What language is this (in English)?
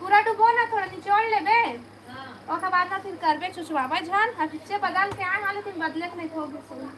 Chhattisgarhi